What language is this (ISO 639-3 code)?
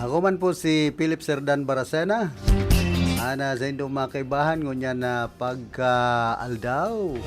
bik